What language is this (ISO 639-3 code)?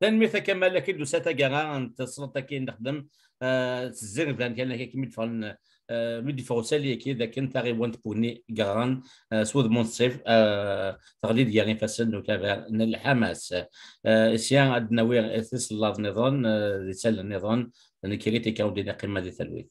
kab